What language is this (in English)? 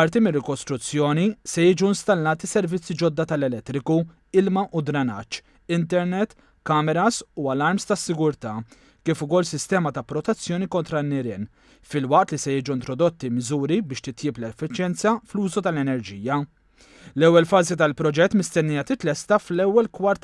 Maltese